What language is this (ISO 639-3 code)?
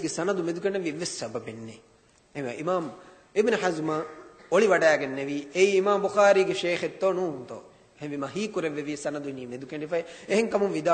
div